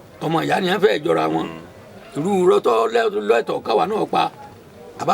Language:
Yoruba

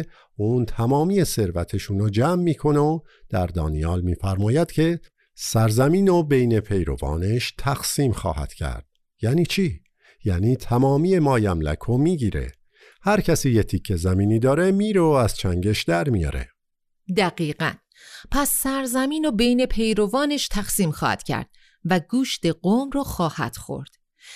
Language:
Persian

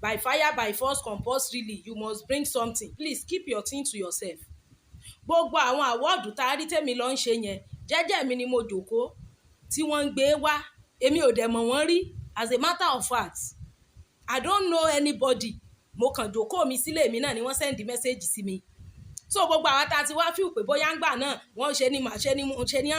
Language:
Yoruba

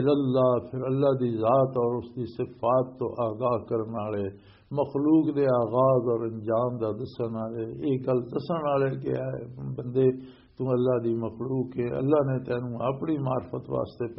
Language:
Western Panjabi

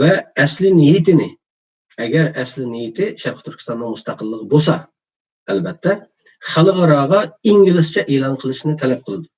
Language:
Uyghur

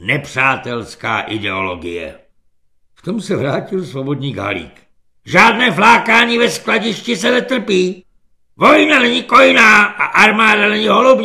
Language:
Czech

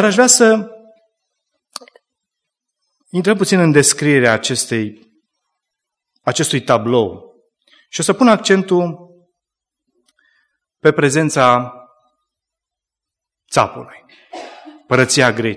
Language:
Romanian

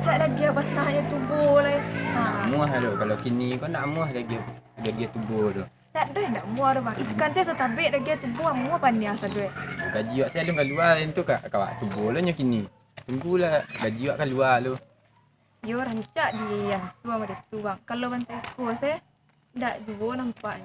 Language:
Minangkabau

